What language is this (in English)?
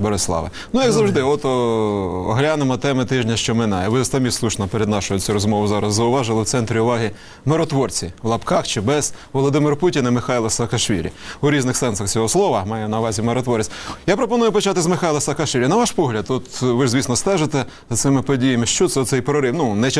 Ukrainian